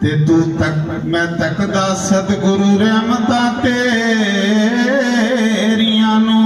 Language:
Dogri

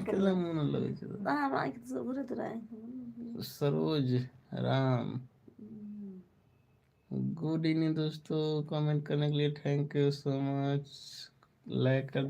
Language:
Maithili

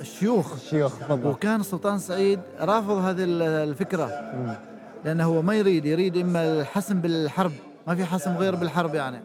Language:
Gulf Arabic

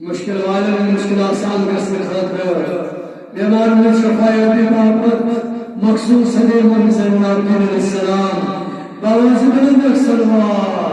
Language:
Kashmiri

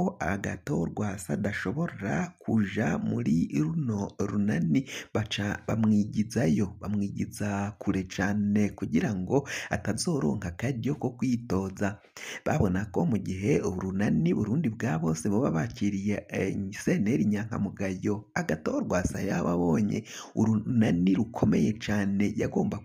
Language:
Rundi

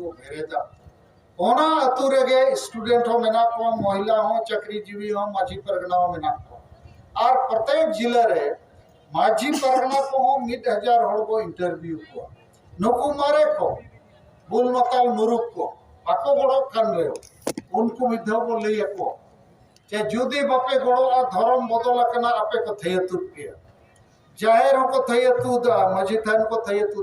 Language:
Santali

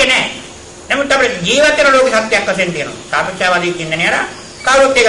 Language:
Sinhala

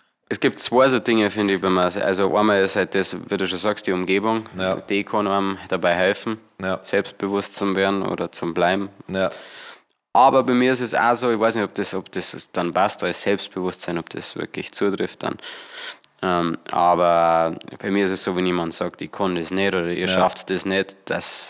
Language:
Bavarian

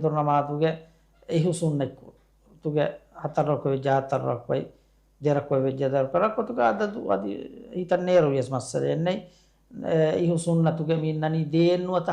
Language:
Divehi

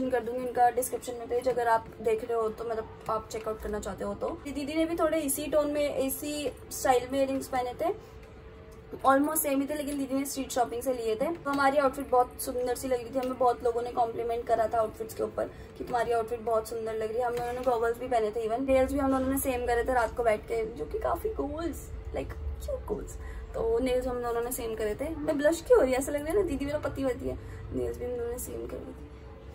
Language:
Hindi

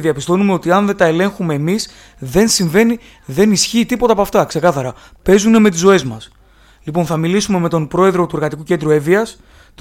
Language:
Greek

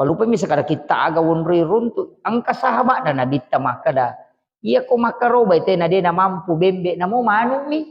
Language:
Buginese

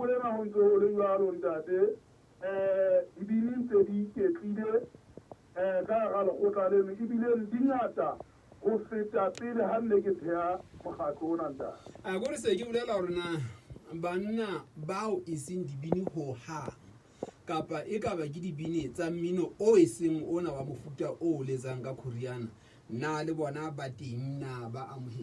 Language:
Southern Sotho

